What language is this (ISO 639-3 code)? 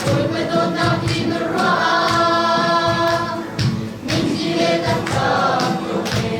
cnh